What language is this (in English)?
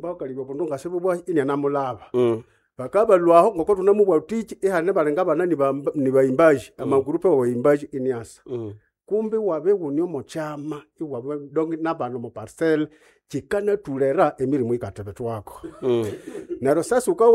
Nande